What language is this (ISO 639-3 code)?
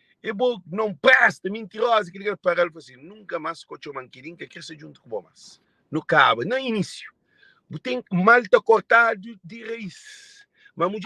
kea